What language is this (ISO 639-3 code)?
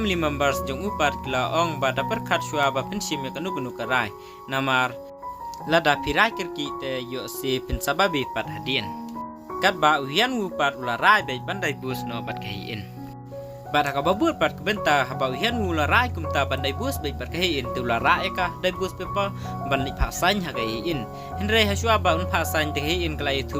kha